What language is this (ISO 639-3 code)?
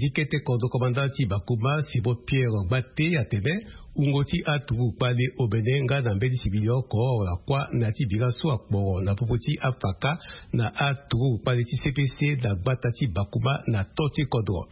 sag